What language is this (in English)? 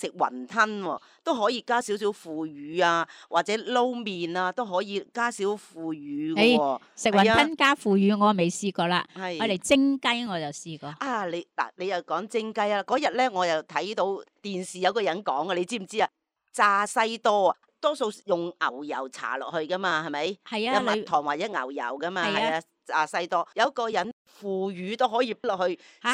Cantonese